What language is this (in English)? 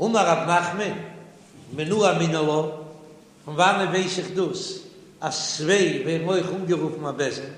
Yiddish